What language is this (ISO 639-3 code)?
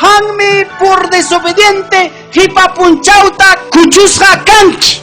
quy